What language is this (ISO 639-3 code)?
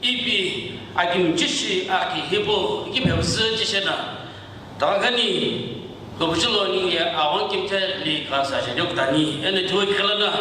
nsm